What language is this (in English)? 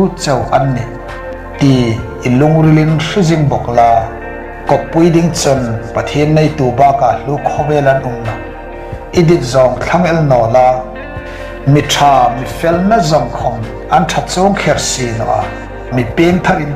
Hmar